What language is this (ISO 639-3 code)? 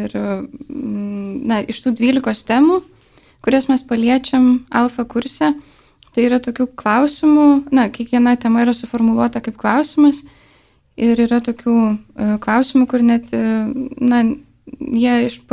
lit